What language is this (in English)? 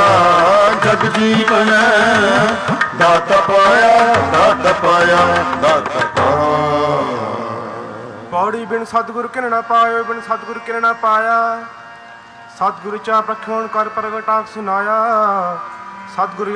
Punjabi